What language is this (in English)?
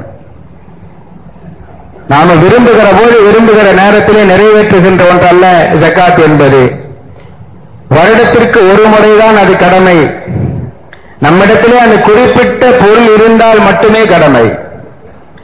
Tamil